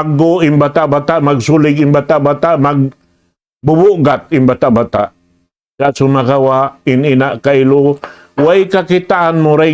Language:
Tausug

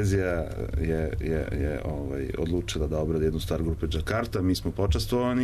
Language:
Serbian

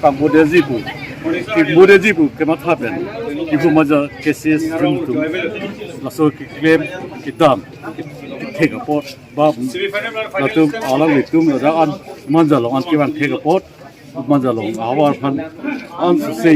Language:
Karbi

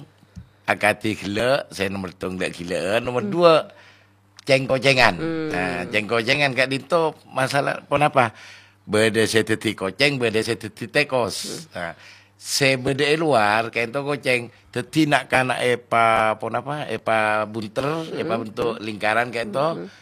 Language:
Madurese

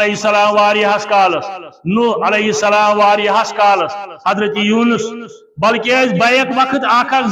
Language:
Kashmiri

